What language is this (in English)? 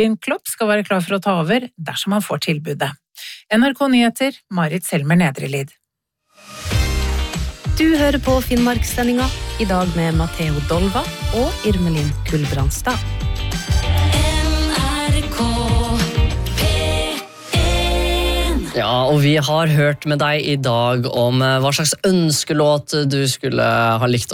Norwegian